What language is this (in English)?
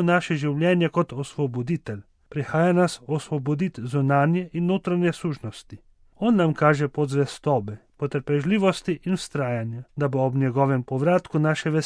Slovenian